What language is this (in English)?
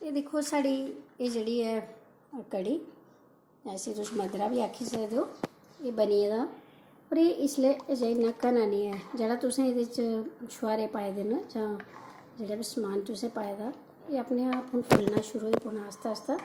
Dogri